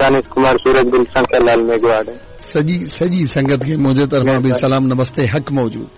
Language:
Sindhi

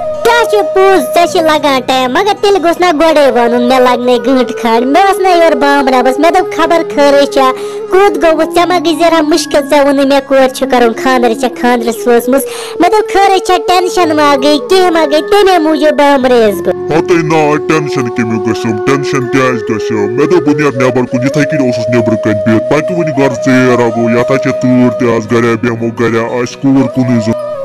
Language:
Kashmiri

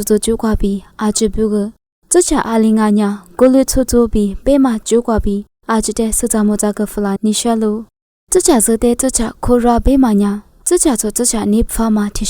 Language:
Lisu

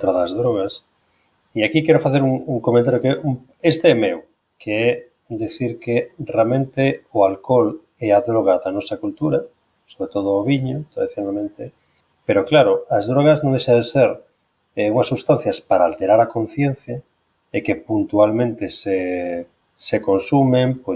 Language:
Galician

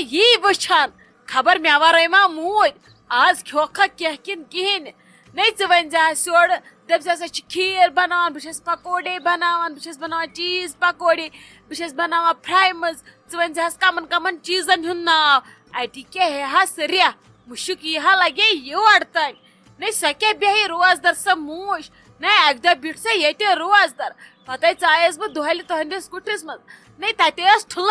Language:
Kashmiri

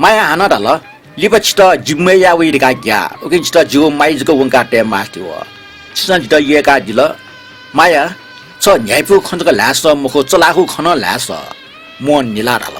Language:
Newari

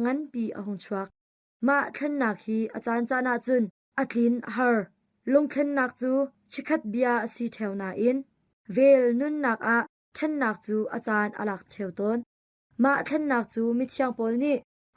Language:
Hakha Chin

